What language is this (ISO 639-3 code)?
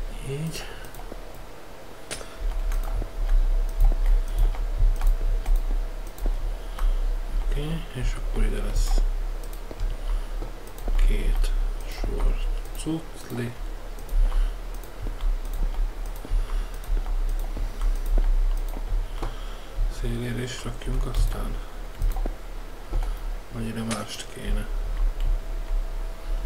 hun